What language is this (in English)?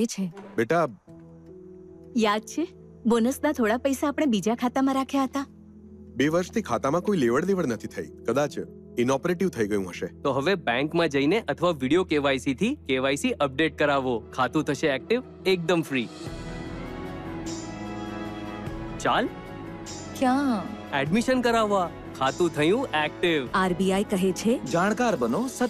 Gujarati